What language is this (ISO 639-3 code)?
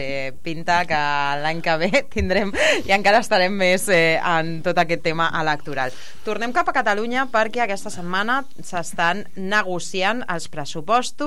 cat